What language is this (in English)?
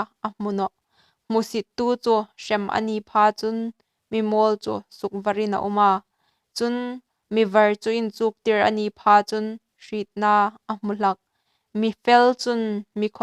Hmar